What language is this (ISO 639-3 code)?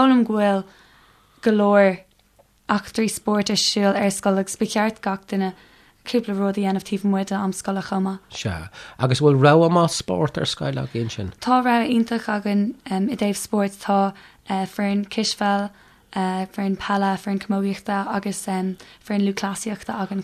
gle